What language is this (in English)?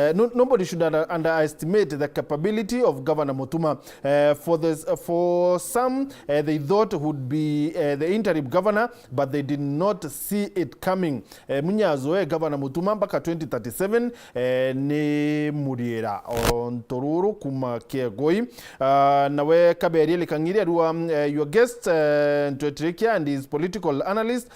Meru